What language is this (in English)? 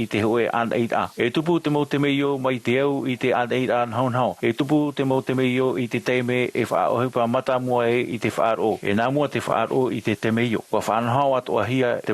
Tahitian